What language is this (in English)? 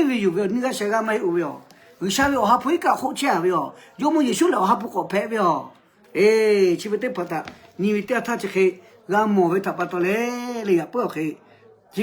Lahu